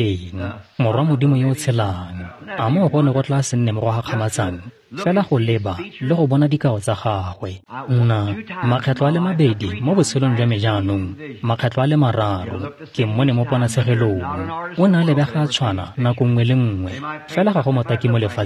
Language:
Tswana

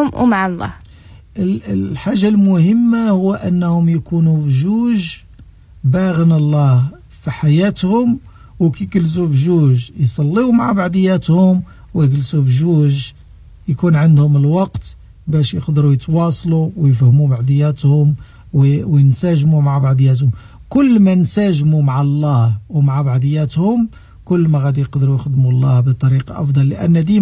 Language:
Moroccan Arabic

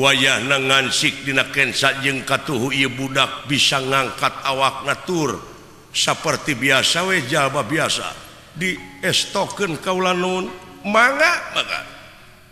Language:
Sundanese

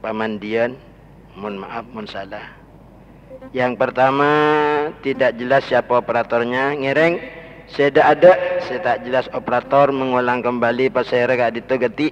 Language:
Madurese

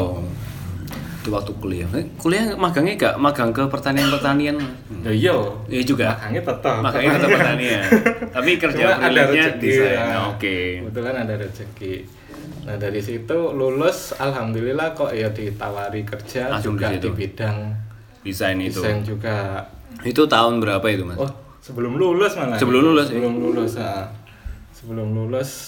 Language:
Indonesian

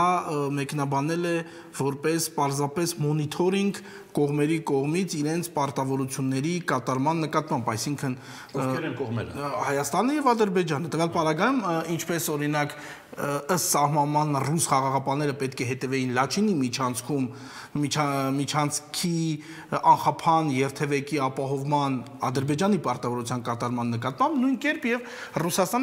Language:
Armenian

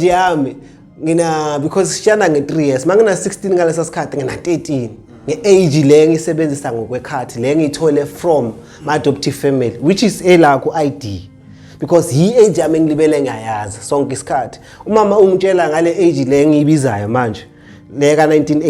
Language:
Zulu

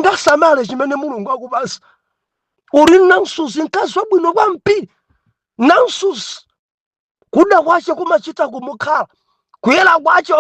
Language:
Nyanja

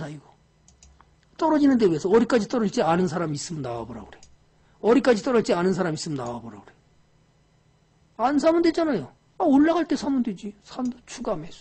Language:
Korean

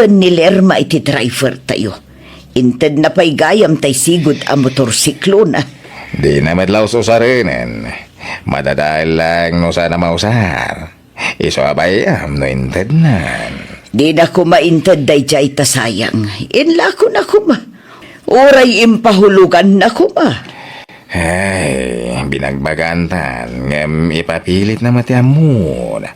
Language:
Iloko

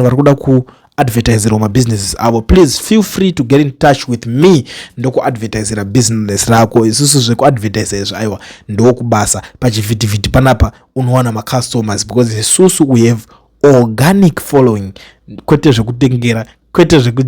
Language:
Shona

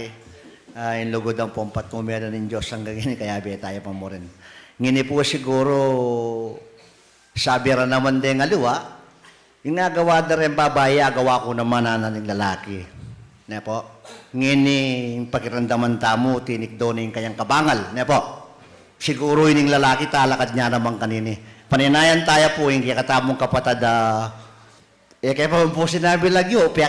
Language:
Pampanga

